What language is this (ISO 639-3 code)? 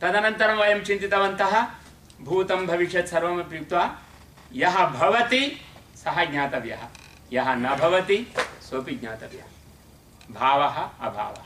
san